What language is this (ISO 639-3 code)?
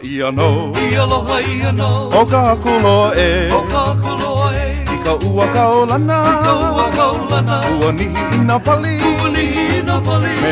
haw